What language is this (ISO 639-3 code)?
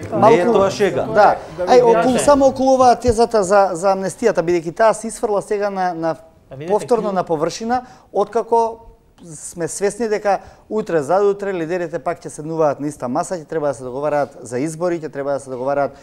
mkd